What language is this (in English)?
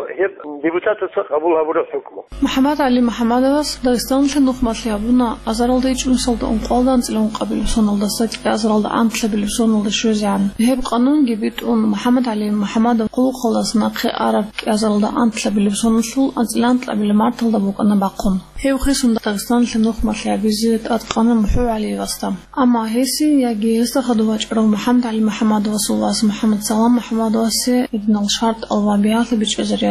Avaric